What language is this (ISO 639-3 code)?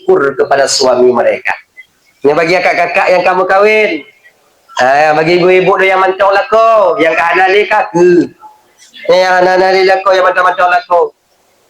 ace